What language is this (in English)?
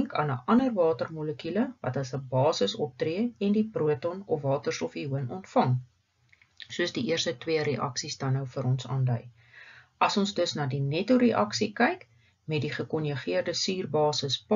Afrikaans